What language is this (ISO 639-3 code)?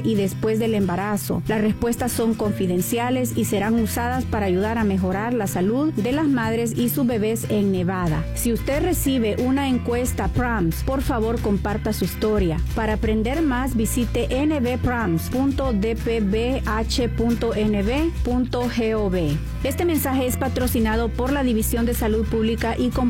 spa